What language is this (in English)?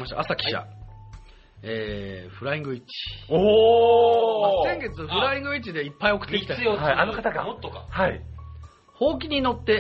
Japanese